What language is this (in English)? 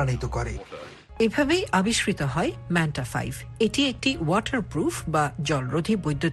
Bangla